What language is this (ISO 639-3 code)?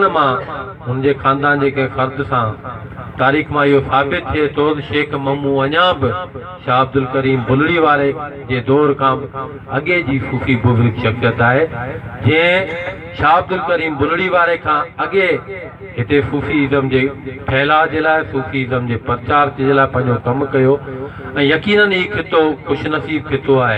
snd